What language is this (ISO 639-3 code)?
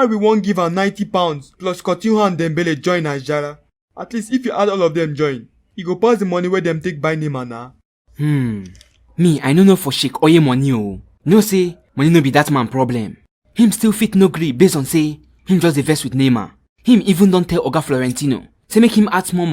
pcm